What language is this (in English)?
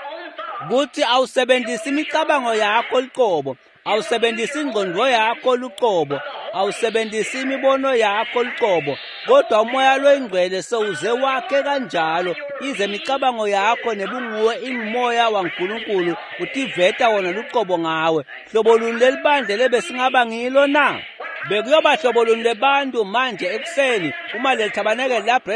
Swati